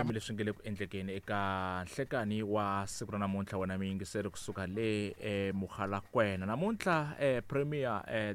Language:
Tsonga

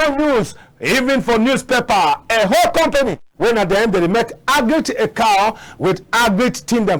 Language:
Cameroon Pidgin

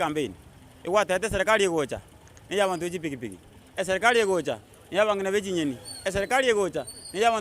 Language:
Gusii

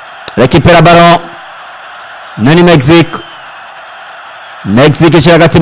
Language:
Rundi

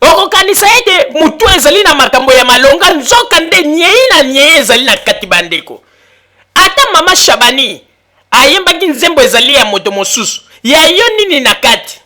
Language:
Lingala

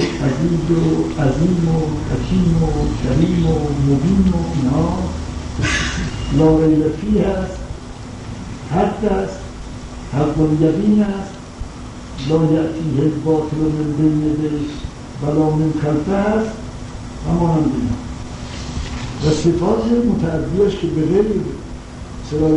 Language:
Persian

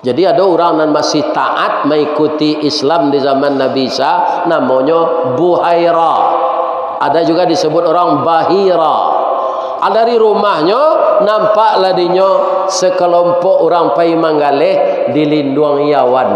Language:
Minangkabau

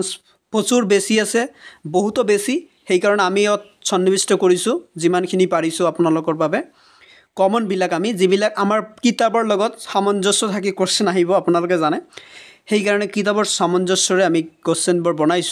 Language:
Assamese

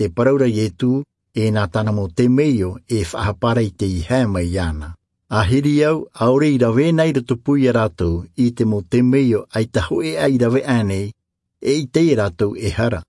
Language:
Tahitian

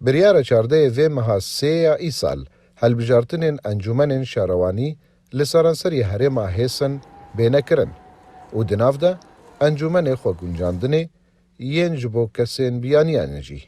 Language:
Kurdish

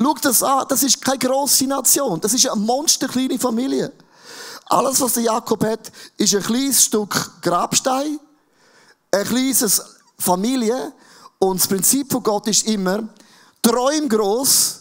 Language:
Swiss German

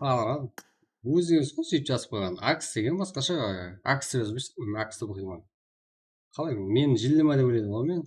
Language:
Kara-Kalpak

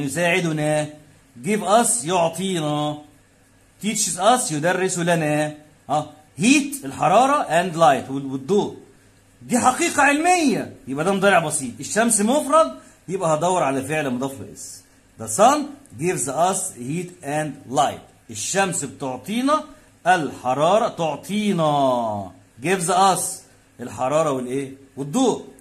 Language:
Egyptian Arabic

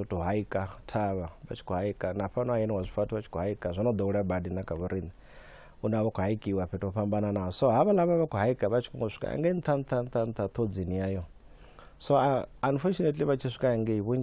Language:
Venda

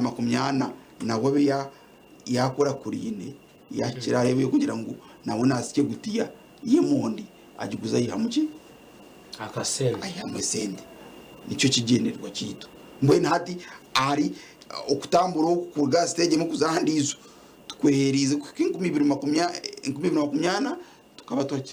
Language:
Nyankole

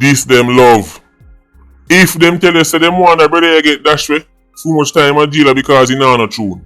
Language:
Jamaican Creole English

